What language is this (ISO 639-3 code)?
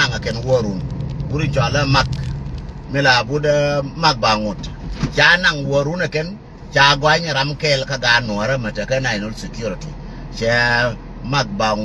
nus